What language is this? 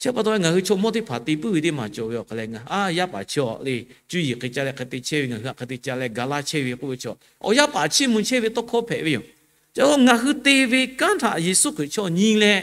Lahu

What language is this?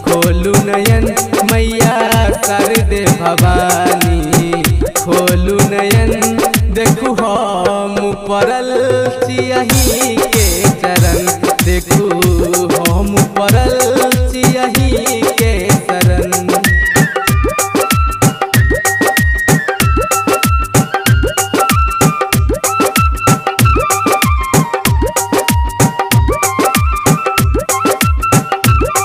Maithili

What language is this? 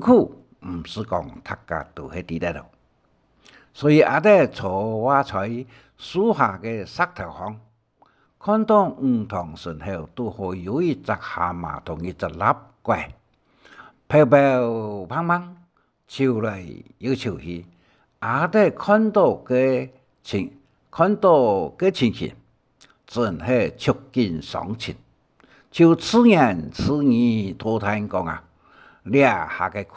Hakka Chinese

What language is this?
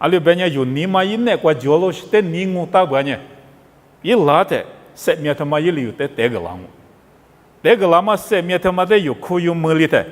Lisu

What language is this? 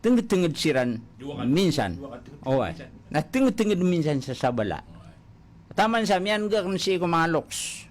Maranao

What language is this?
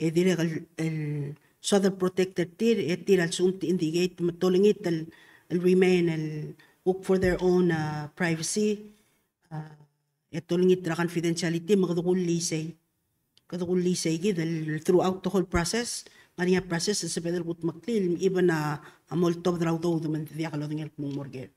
Palauan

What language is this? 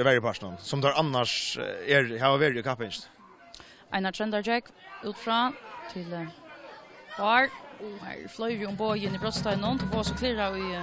Faroese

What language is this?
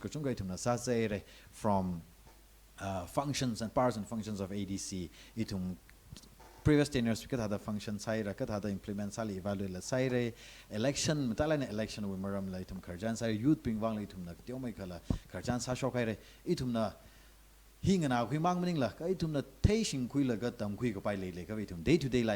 Tangkhul Naga (India)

